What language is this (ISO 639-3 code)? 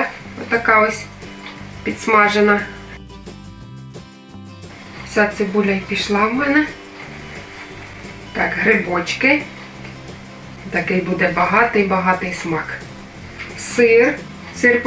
ukr